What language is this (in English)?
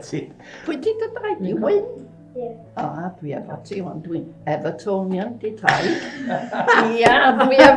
Welsh